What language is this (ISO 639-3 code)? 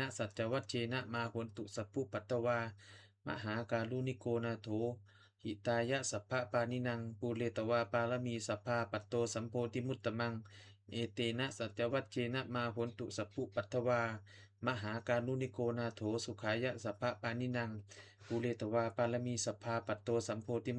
pli